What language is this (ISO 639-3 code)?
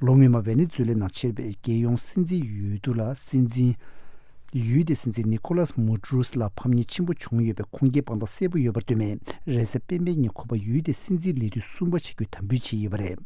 bod